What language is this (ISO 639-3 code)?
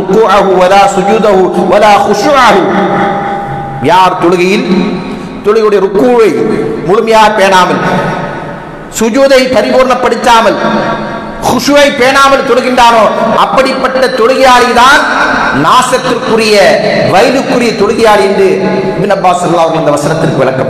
tam